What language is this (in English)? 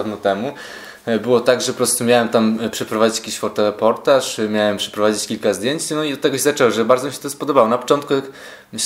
Polish